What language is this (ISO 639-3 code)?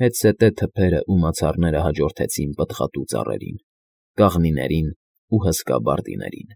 hye